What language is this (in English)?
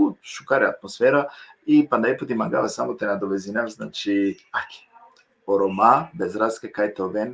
Balkan Romani